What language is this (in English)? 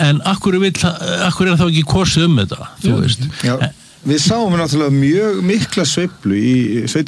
Icelandic